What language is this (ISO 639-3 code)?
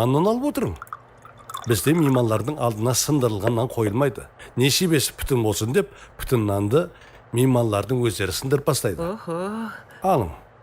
kaa